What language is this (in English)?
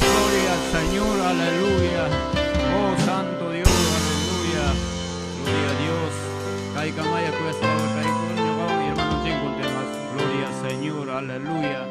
Ayacucho Quechua